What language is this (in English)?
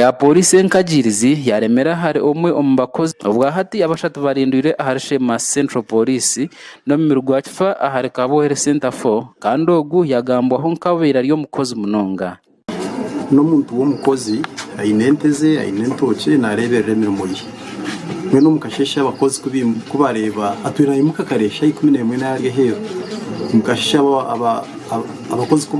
Nyankole